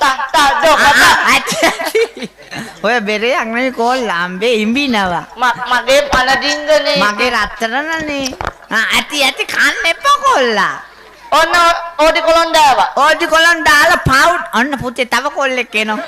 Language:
Sinhala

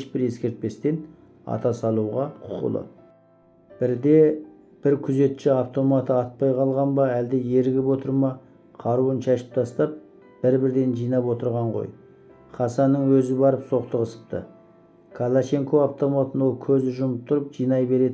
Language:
Kazakh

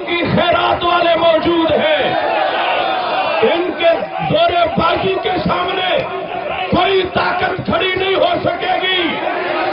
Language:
Urdu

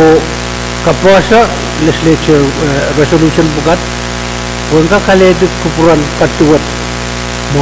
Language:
Pohnpeian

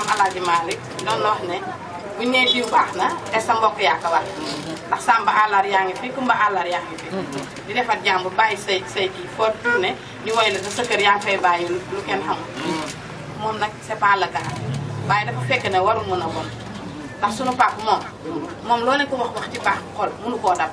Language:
Wolof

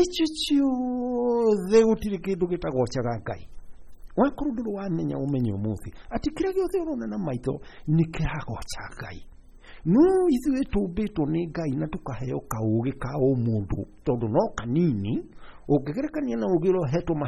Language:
Kikuyu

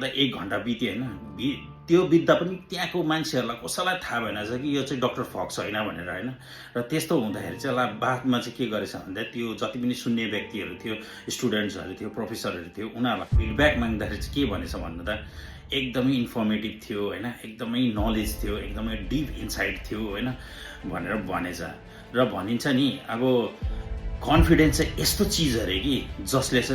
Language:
Nepali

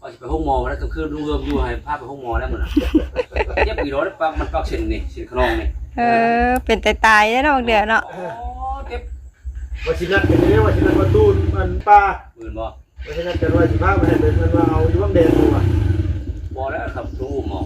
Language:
Northeastern Thai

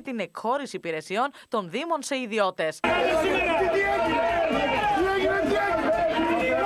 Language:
Greek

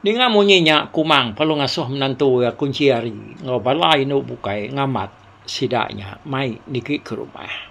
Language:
Iban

